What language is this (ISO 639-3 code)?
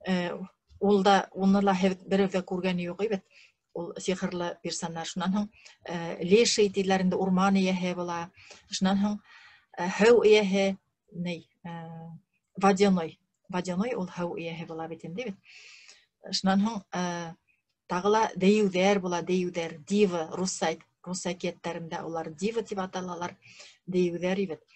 bak